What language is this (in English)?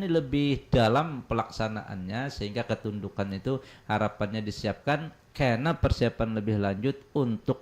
Banjar